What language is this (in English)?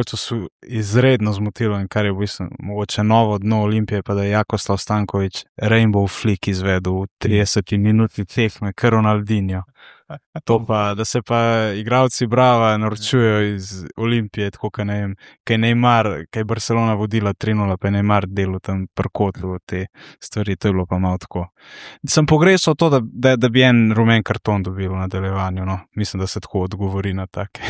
Slovenian